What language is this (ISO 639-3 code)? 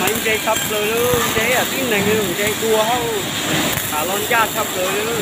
hmn